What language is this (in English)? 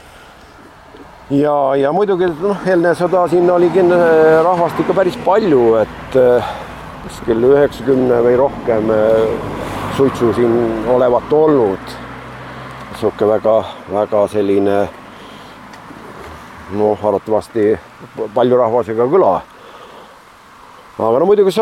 Estonian